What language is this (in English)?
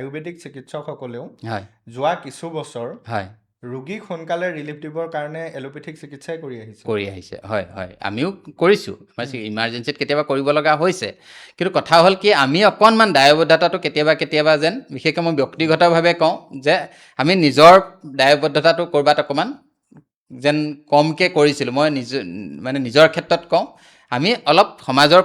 Assamese